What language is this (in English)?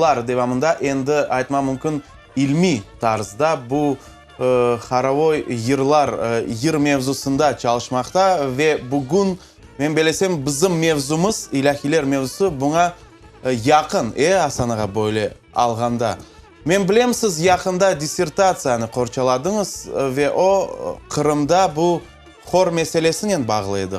Crimean Tatar